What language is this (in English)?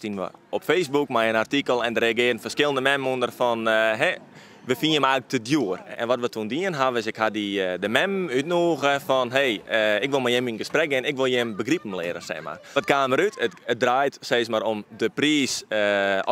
Western Frisian